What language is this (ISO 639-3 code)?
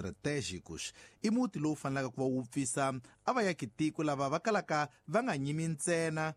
tso